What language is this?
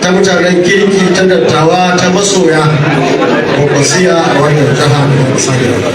Hausa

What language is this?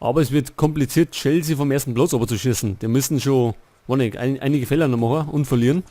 Bavarian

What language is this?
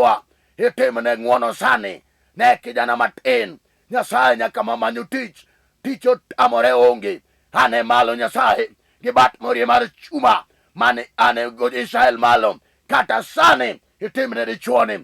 Luo (Kenya and Tanzania)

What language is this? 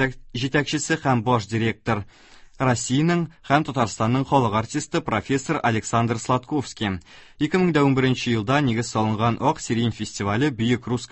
Tatar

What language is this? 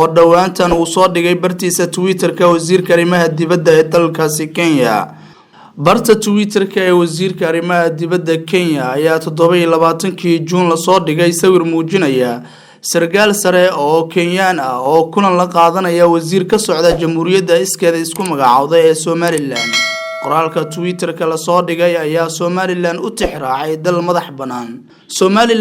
Somali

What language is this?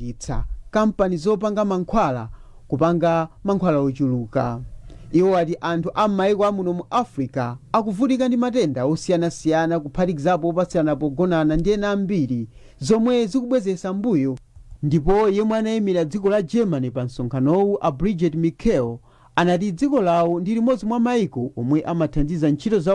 Nyanja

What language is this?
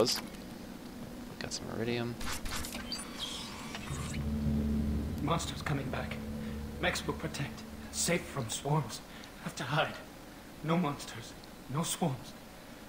English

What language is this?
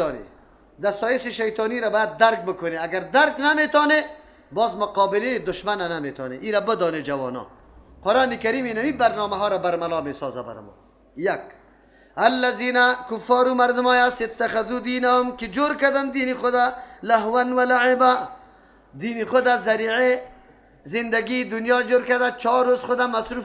Persian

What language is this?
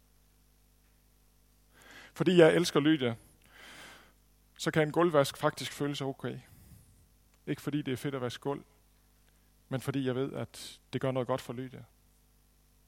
Danish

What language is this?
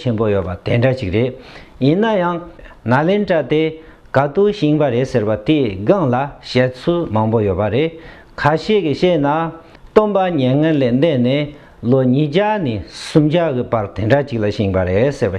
Tibetan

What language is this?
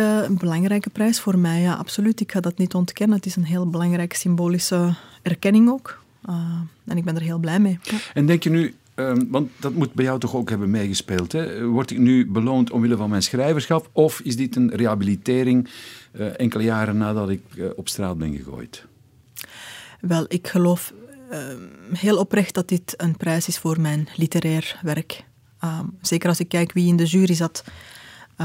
Dutch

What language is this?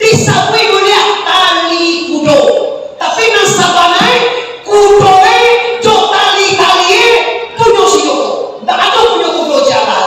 Minangkabau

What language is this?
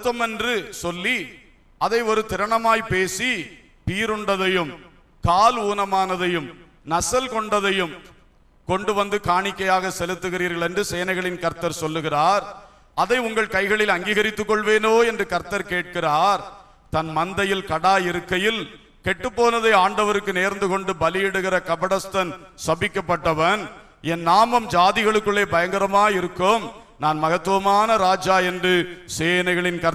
Tamil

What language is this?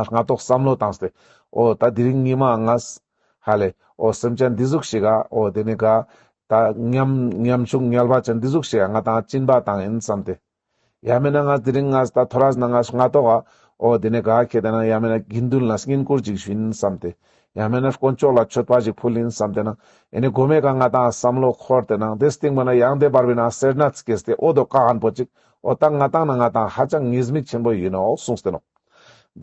Ladakhi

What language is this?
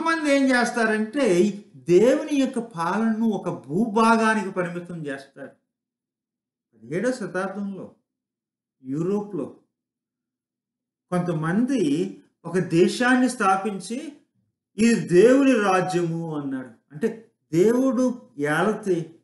Telugu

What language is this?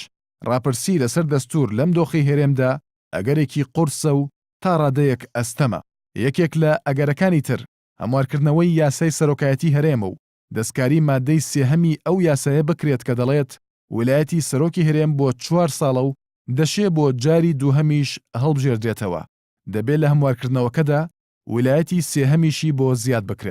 Central Kurdish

